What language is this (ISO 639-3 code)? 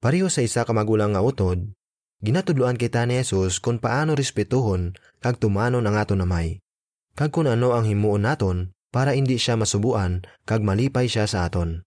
hil